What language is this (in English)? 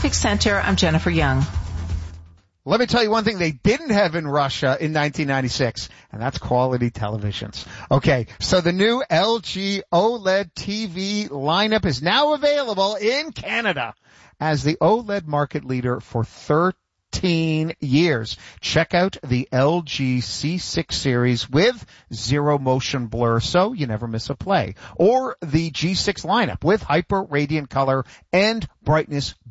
English